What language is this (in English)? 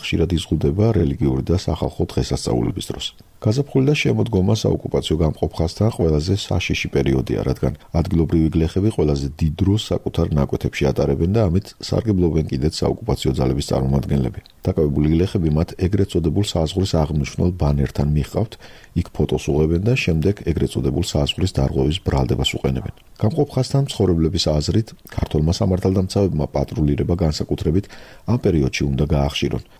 Georgian